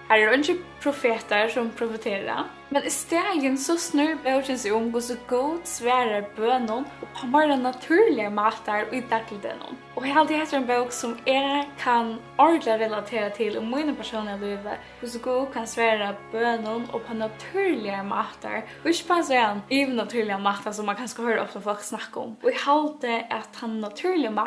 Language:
Faroese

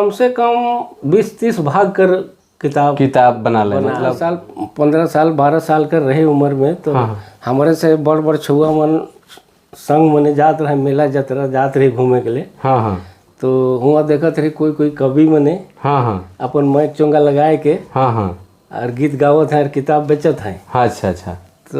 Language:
Sadri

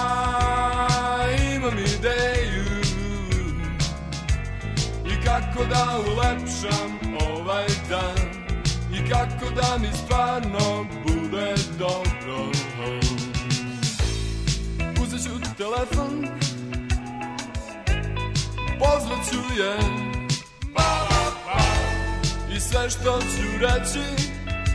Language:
Serbian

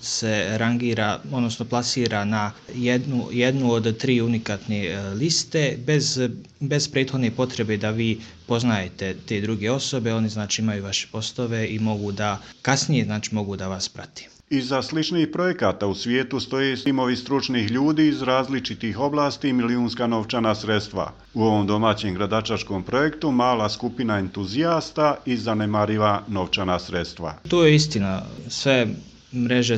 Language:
Bosnian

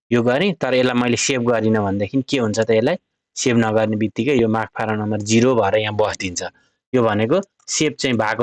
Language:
Nepali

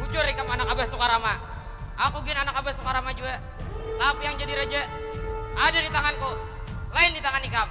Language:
Banjar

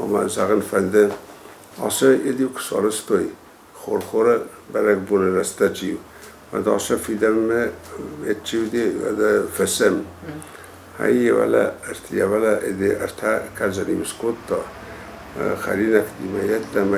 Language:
Ossetic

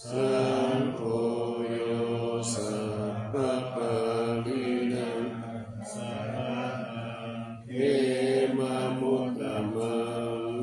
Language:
Pali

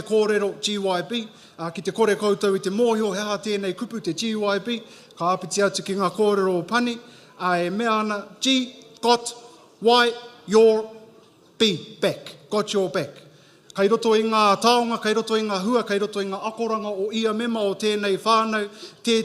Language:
Māori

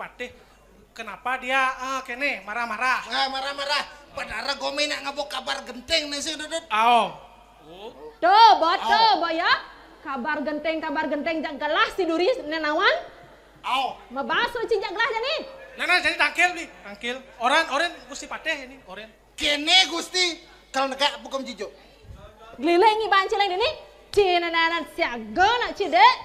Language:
Balinese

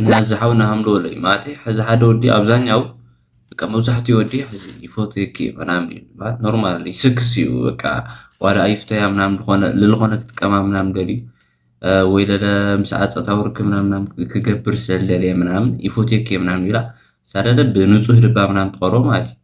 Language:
Tigrinya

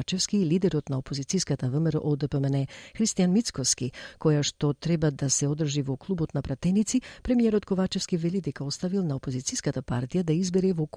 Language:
Macedonian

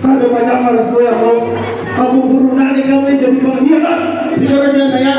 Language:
Banjar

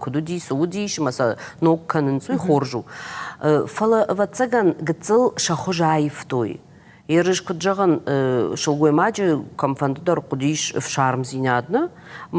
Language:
Ossetic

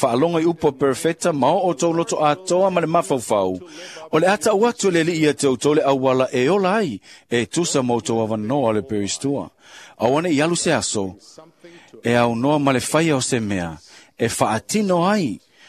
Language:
Samoan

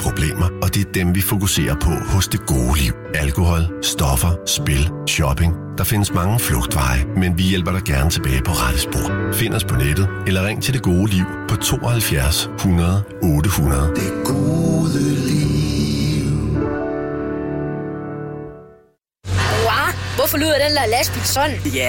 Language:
Danish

